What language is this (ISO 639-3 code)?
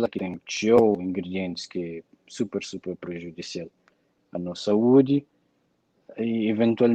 kea